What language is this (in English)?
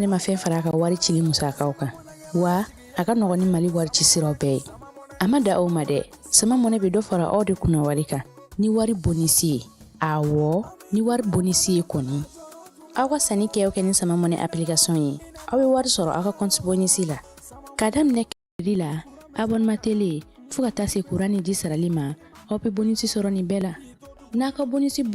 Bambara